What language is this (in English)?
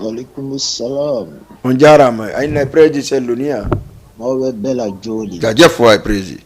Fula